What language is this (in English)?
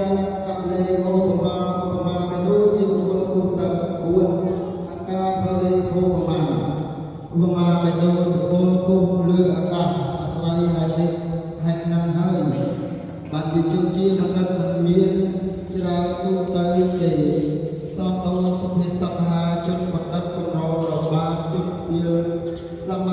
Khmer